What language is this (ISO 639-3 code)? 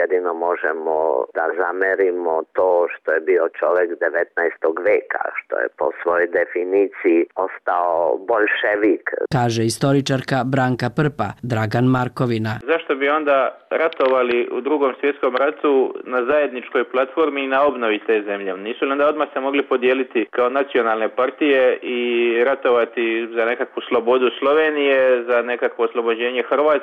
hrv